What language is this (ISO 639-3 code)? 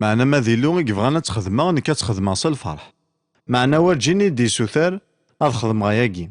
kab